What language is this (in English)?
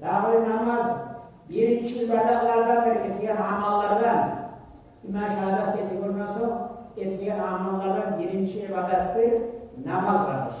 Kumyk